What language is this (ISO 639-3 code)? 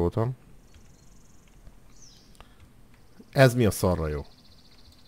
hun